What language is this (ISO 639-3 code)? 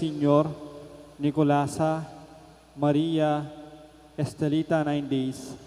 pam